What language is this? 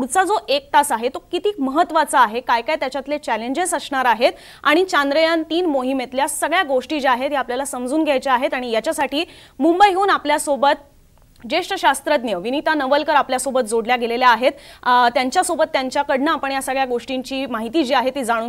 Marathi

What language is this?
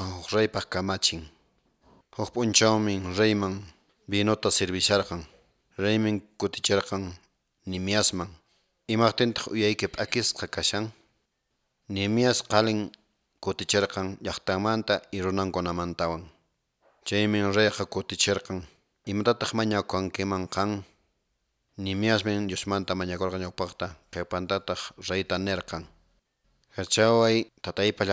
Quechua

